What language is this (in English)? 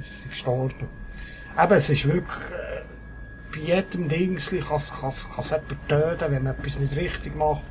Swiss German